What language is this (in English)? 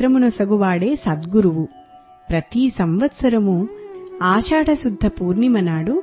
Telugu